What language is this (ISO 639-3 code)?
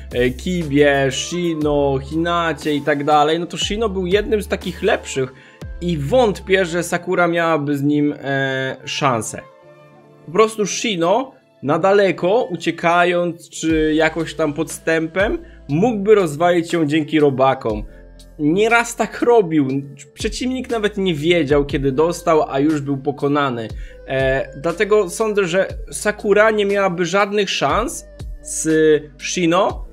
pol